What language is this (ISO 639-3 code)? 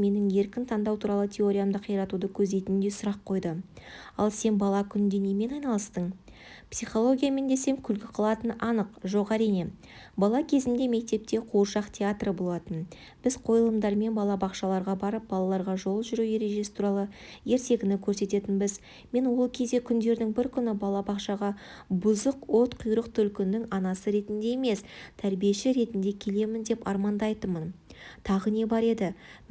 kaz